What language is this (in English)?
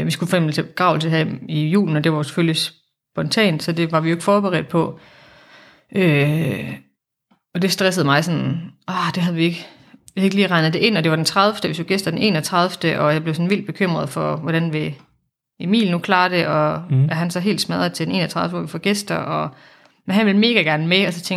Danish